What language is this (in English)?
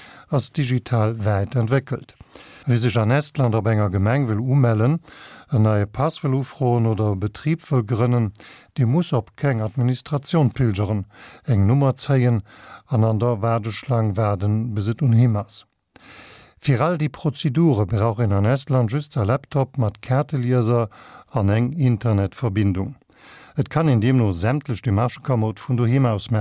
Luxembourgish